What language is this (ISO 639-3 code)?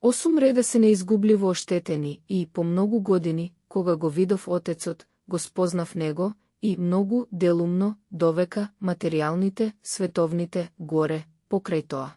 mkd